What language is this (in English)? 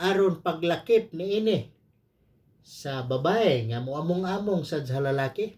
Cebuano